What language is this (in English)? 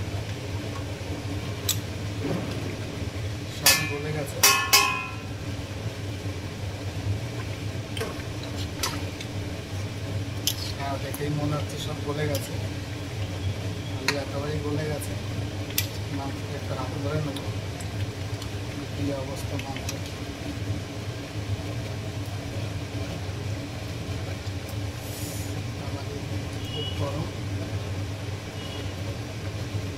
Bangla